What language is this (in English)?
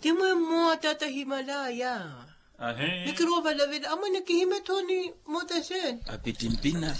Makhuwa